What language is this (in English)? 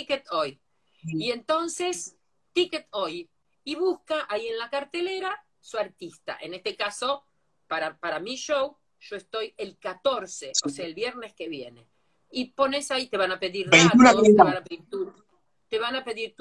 Spanish